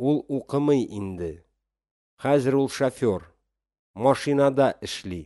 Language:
Tatar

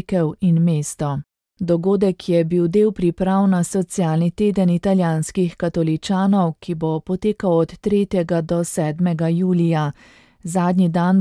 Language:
Slovenian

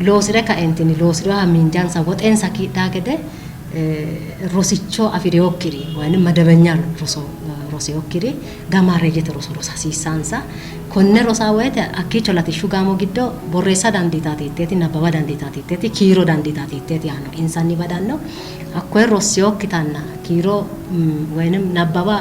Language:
Sidamo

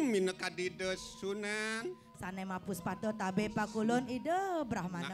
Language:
Balinese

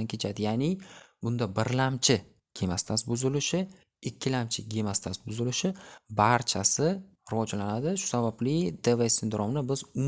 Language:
Uzbek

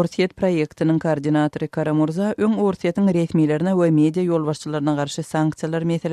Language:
Turkmen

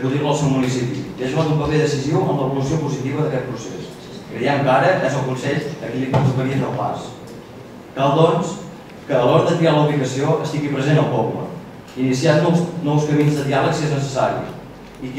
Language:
Catalan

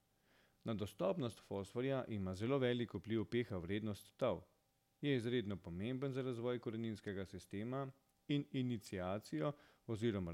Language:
Slovenian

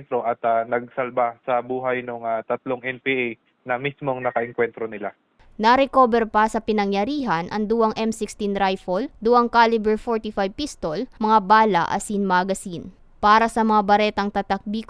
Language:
Bikol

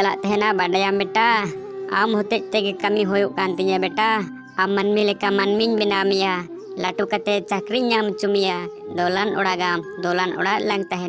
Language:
Santali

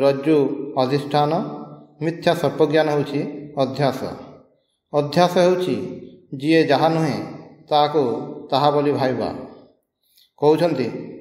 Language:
Odia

